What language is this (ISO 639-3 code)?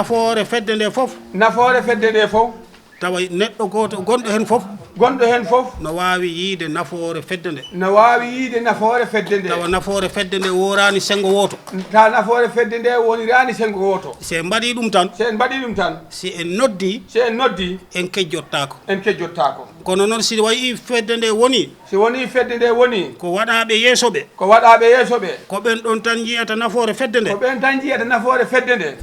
ful